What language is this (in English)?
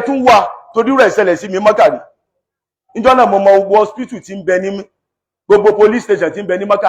Yoruba